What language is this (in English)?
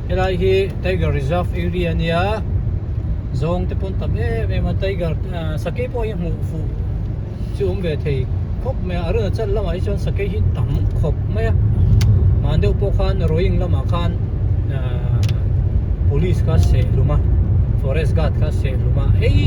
Hmar